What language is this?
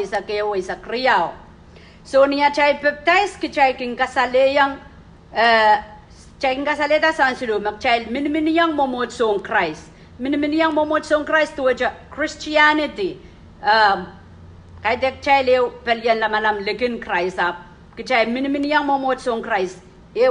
Pohnpeian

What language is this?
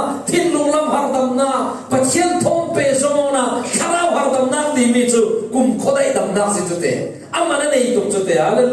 Falam Chin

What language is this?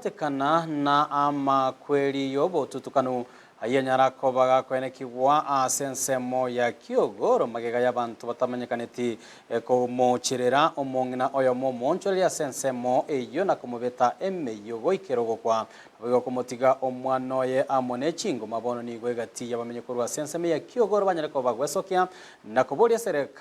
Gusii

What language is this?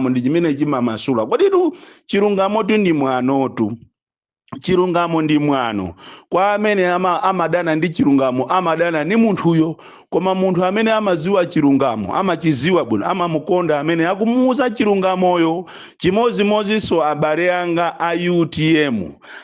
Nyanja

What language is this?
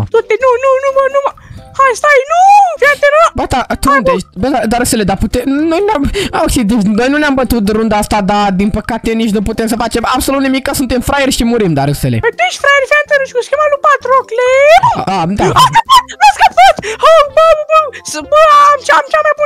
Romanian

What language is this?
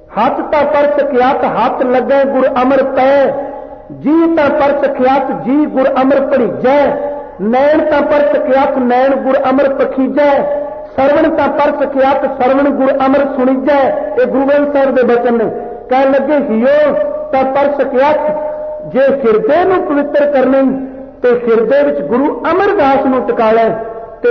Punjabi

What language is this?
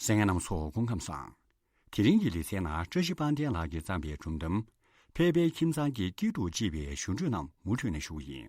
Tibetan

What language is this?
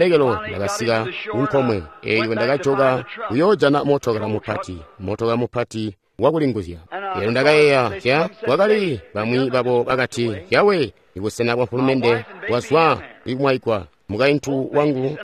Tonga (Zambia)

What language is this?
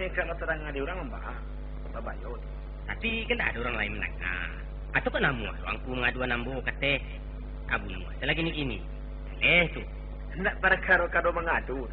Minangkabau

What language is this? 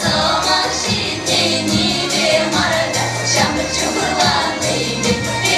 Chuvash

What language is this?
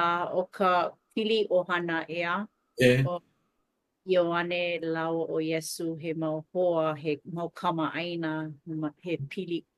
Hawaiian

